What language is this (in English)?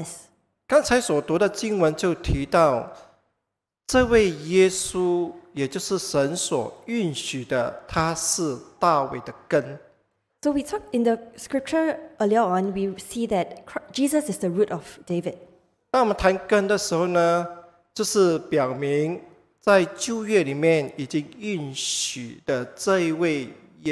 Chinese